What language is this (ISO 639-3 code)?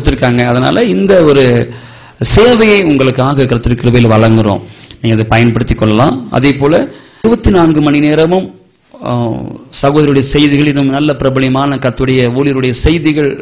tam